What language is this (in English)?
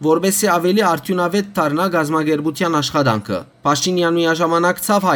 Western Armenian